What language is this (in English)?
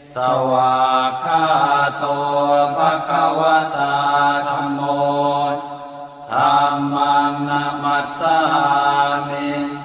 Pali